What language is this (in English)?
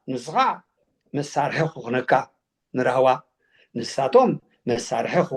Tigrinya